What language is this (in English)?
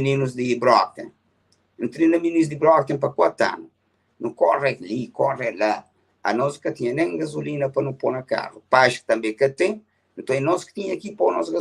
Kabuverdianu